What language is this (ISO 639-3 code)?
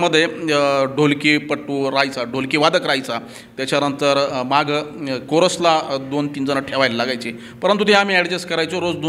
mar